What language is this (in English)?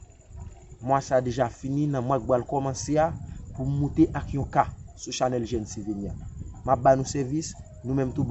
Haitian Creole